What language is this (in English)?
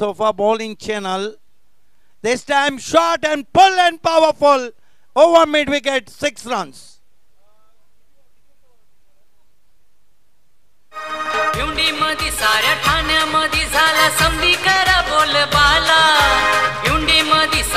Marathi